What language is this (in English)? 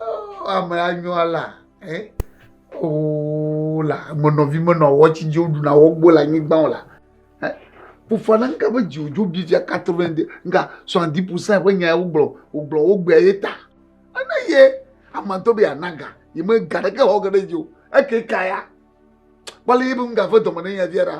Ewe